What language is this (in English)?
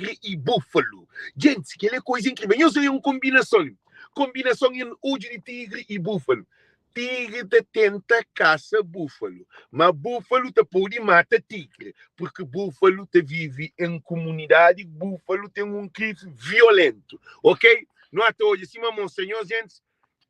Kabuverdianu